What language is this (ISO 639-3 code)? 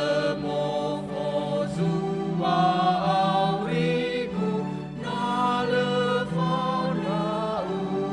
nia